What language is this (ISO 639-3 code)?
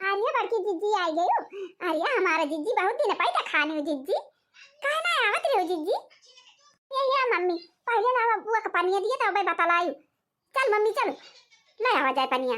awa